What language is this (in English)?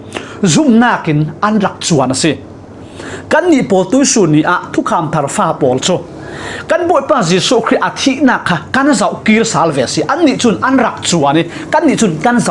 Falam Chin